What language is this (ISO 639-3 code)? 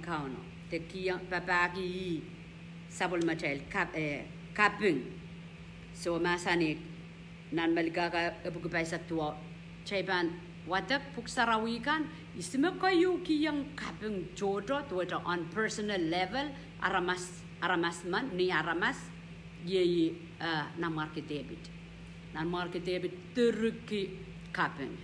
pon